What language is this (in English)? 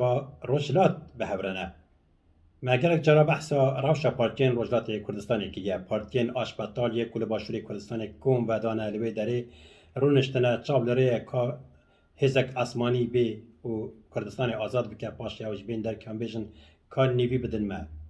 Kurdish